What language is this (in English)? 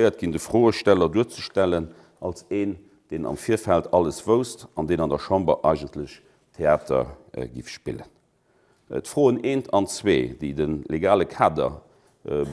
Luxembourgish